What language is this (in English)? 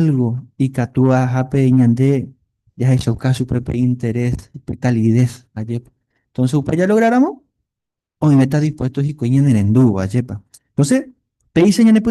Guarani